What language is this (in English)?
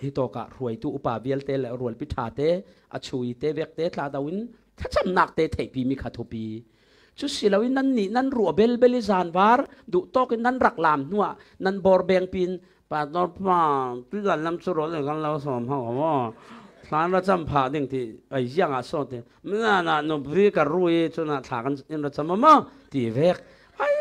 Falam Chin